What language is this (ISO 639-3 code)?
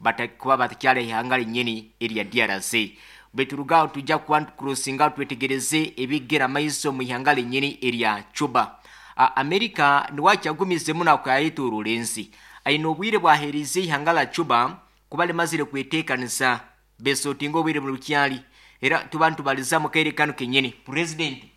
nyn